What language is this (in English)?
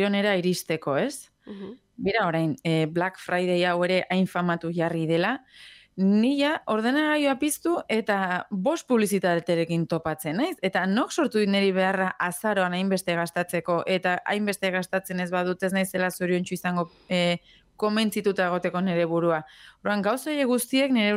Basque